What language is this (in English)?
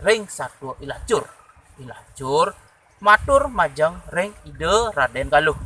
Balinese